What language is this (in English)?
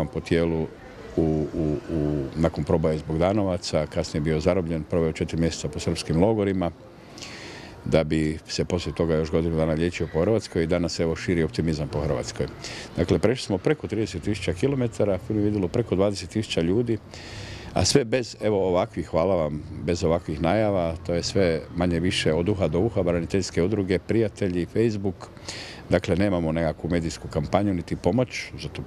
Croatian